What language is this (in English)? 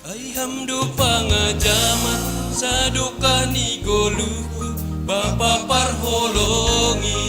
Batak Simalungun